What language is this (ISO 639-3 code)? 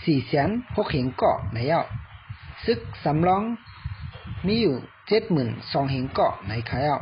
shn